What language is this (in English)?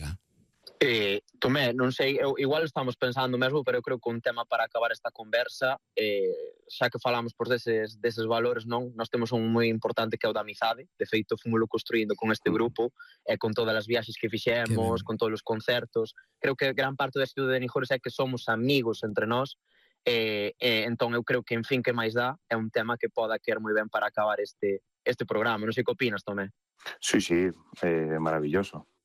Galician